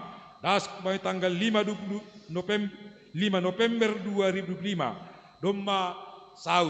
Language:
Batak Simalungun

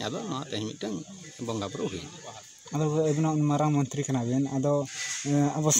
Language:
Santali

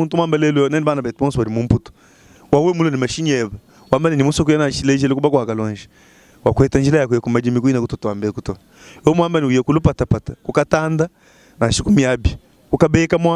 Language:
Luba-Lulua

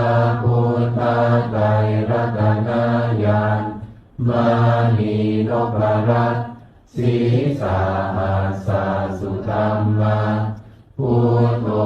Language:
Pali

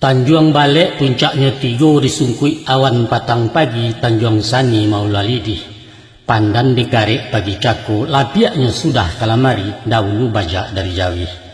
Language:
Minangkabau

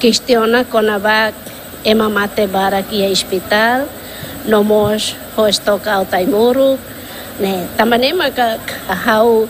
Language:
Tetum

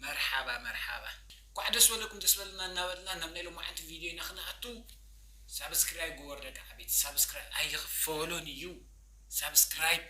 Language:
Tigrinya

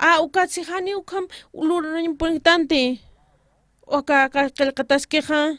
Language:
Aymara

